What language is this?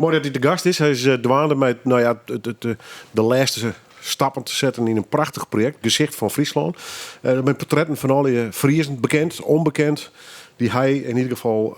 Western Frisian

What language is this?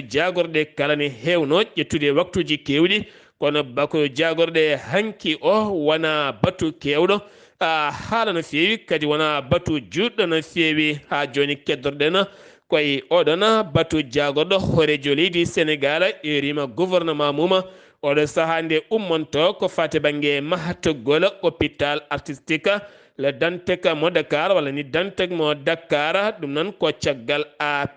Fula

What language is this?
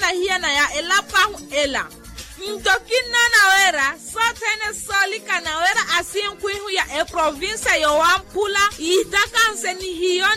Makhuwa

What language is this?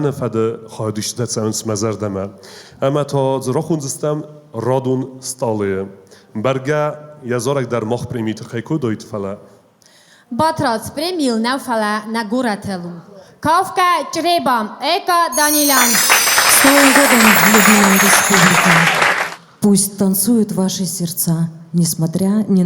Ossetic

